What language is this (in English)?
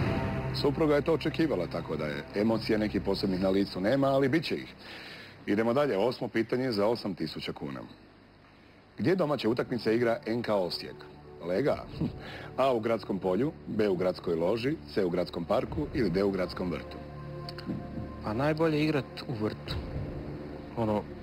Croatian